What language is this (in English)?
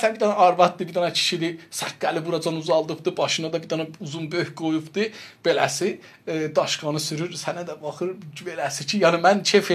South Azerbaijani